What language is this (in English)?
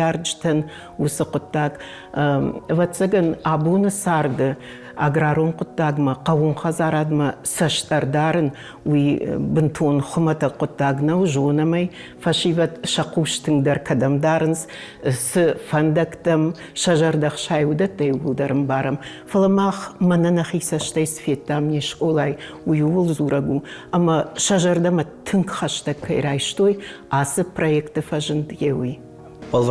Ossetic